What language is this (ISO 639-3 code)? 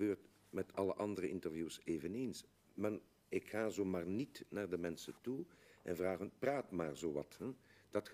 nld